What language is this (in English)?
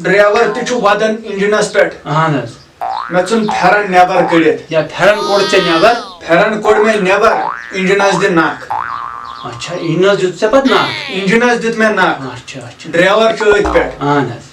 Kashmiri